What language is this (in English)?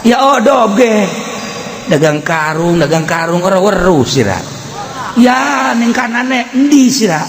Sundanese